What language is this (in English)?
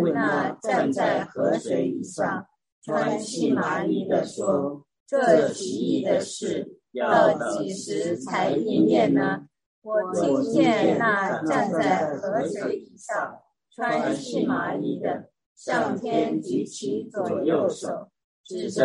Chinese